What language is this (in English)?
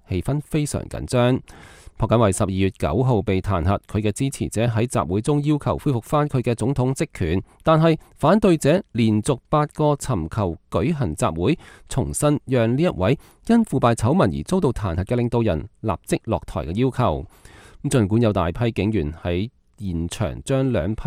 Cantonese